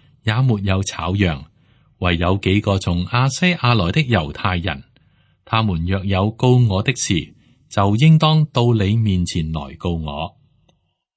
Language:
Cantonese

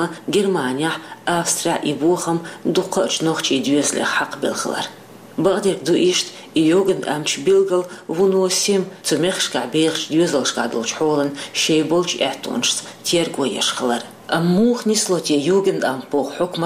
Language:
Chechen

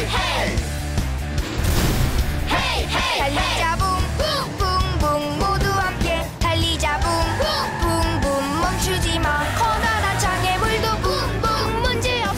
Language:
Korean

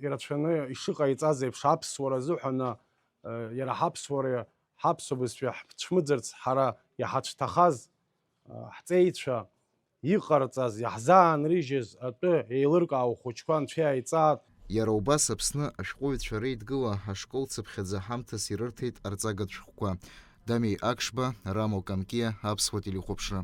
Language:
Abkhazian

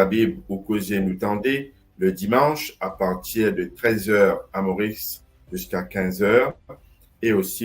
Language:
Morisyen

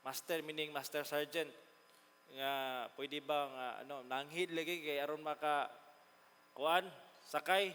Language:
Cebuano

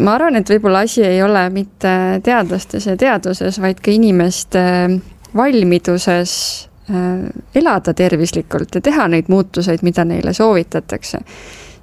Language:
Estonian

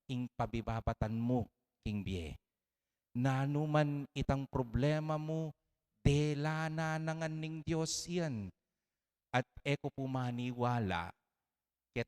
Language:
Pampanga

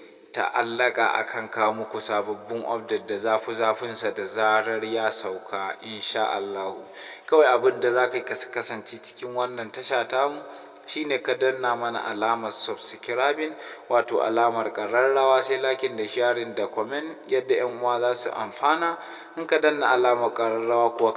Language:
Hausa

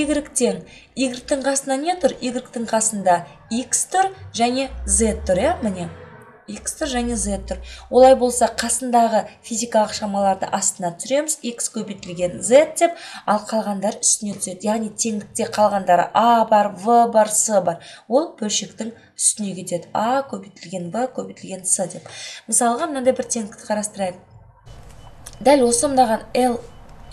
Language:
Kazakh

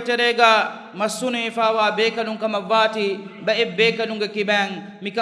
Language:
Divehi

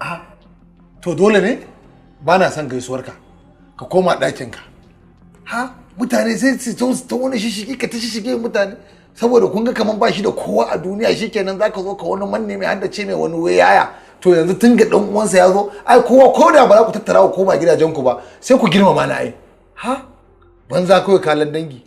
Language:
Hausa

